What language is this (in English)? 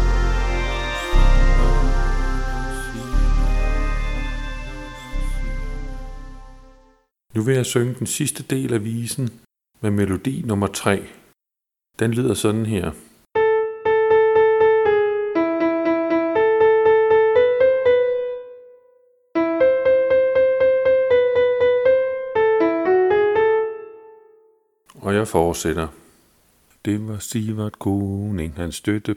Danish